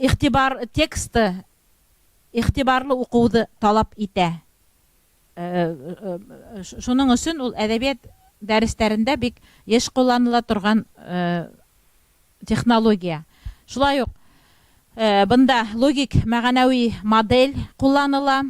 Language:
Bashkir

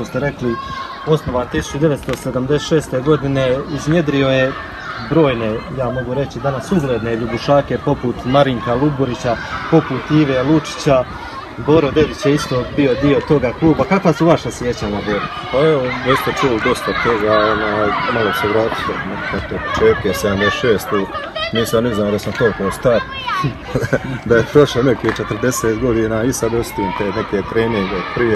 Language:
Croatian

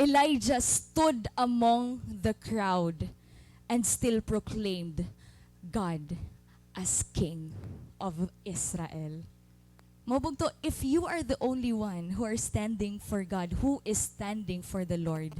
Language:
Waray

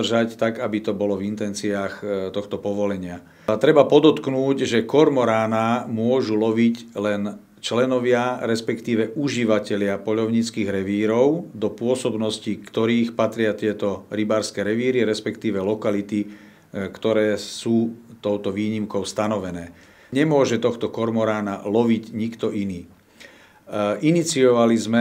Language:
Slovak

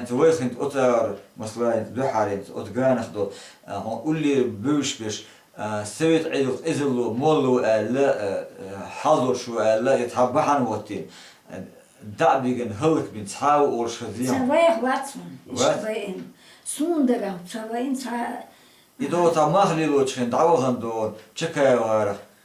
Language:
Chechen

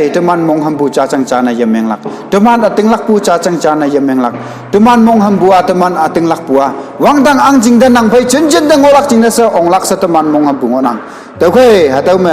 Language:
Konyak Naga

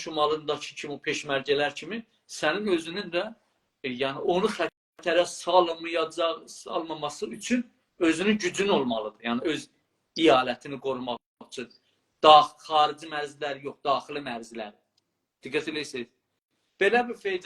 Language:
South Azerbaijani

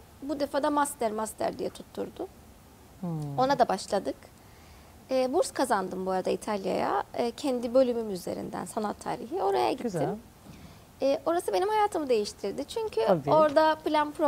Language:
Turkish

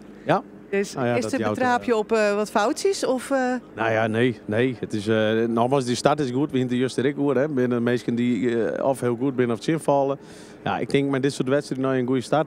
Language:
Western Frisian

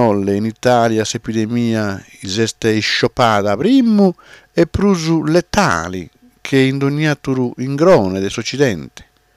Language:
Sardinian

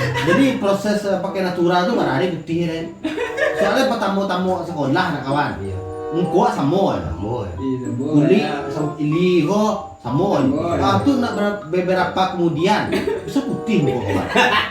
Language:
Minangkabau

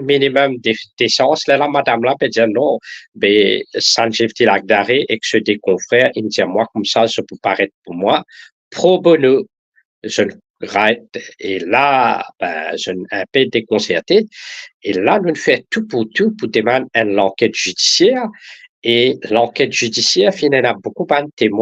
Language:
Morisyen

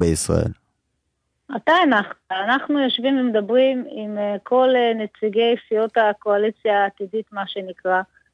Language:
Hebrew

